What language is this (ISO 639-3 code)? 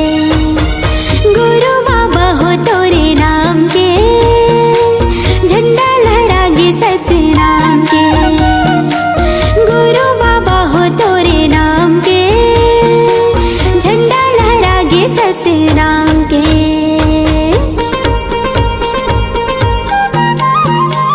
hne